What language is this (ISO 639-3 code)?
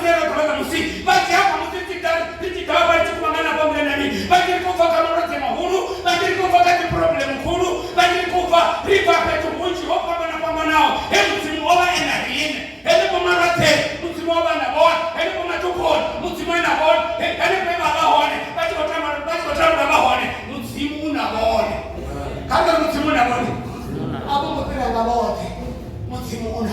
ven